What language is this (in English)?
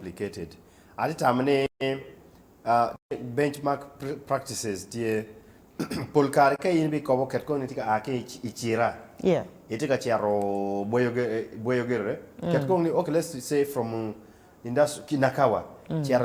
Acoli